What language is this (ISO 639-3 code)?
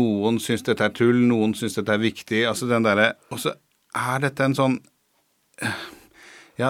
nor